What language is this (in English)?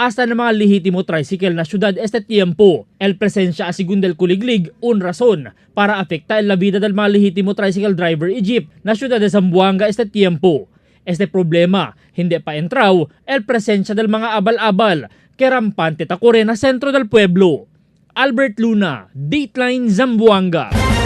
Chavacano